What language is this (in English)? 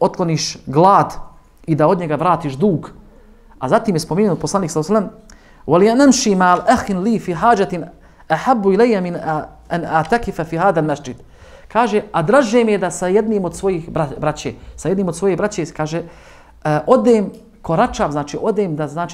Bosnian